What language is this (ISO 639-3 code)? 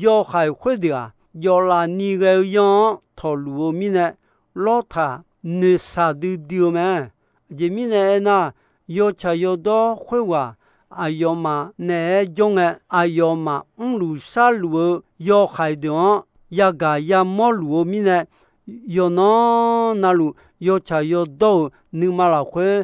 ahk